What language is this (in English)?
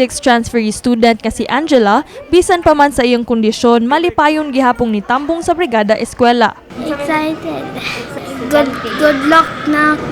Cebuano